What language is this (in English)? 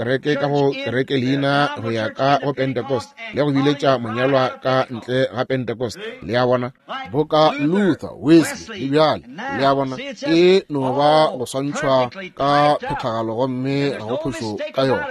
Northern Sotho